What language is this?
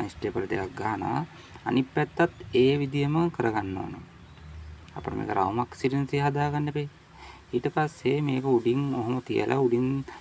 Sinhala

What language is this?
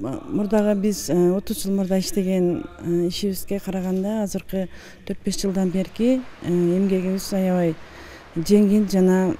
Kyrgyz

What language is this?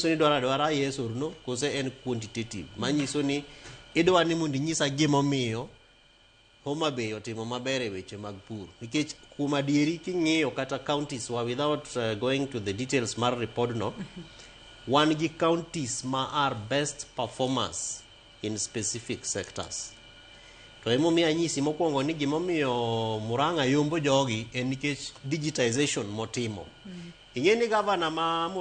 Luo (Kenya and Tanzania)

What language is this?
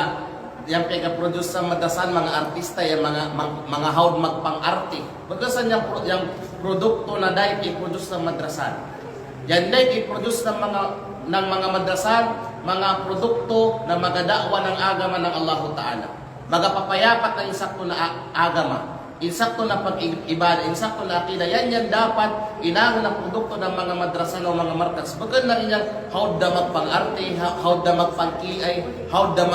Kalagan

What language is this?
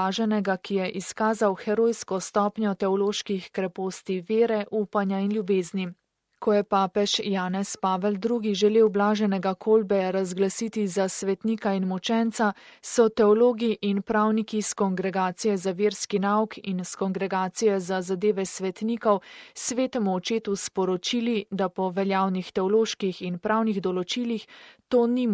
Slovenian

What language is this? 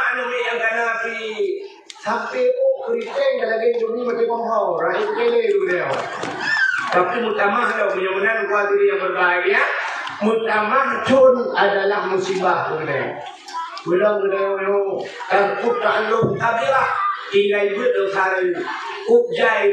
Achinese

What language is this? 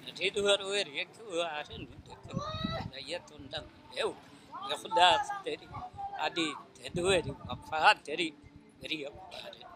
Divehi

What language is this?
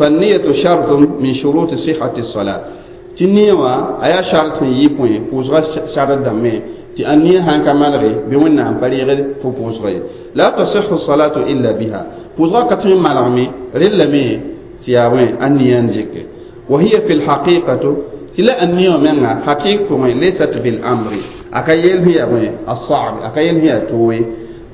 Mossi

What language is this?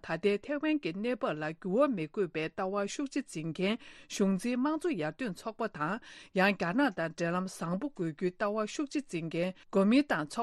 Tibetan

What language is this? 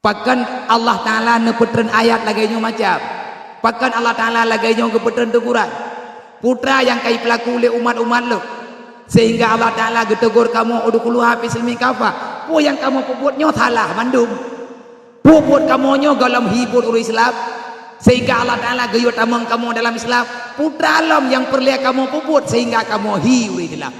Achinese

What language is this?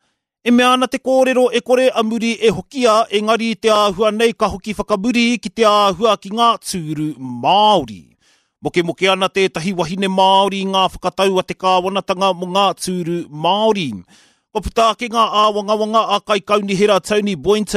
Māori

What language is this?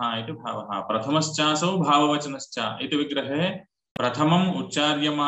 Sanskrit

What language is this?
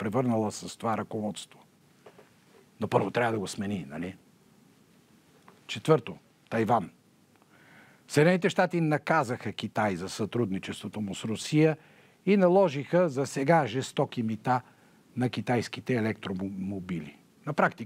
Bulgarian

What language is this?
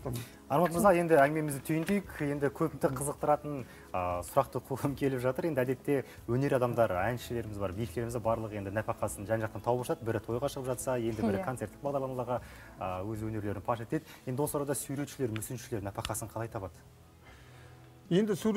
Kazakh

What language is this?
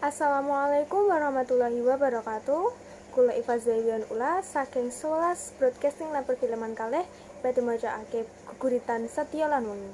Javanese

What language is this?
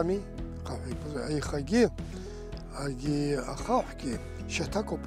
Abkhazian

